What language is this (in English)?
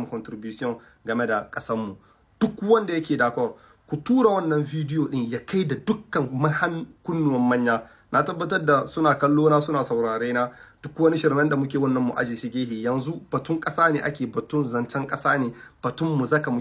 Hausa